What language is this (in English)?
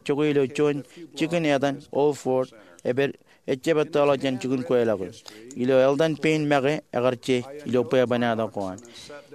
Marshallese